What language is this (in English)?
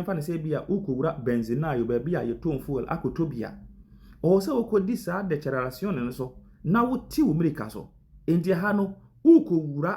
Akan